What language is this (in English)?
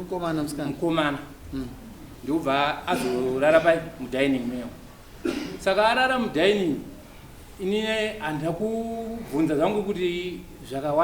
Shona